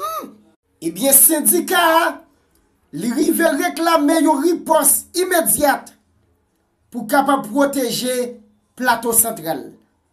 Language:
Haitian Creole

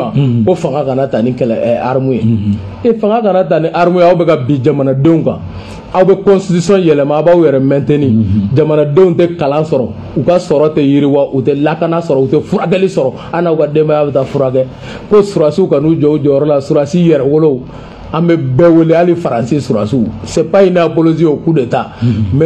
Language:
Bambara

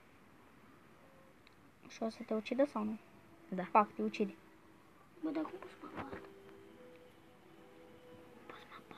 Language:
Romanian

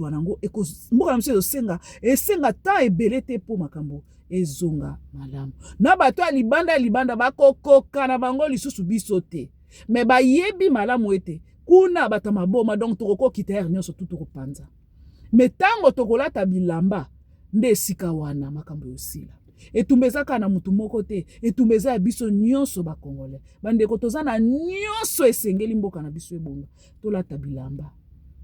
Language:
Lingala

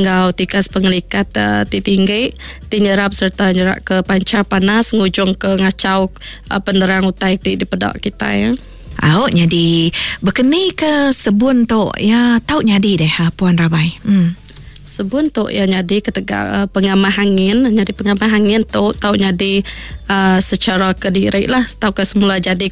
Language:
Iban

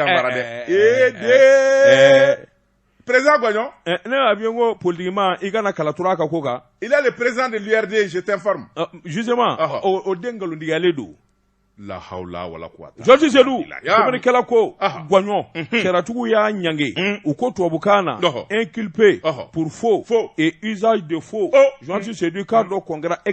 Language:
Bambara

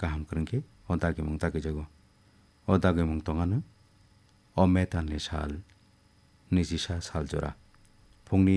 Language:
Kok Borok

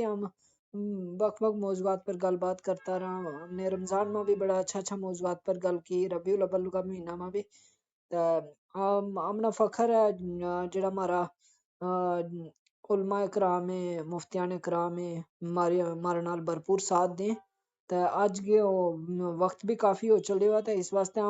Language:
Gujari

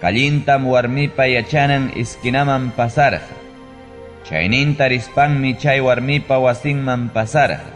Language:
Ayacucho Quechua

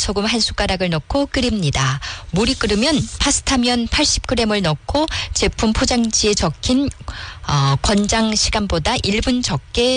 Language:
Korean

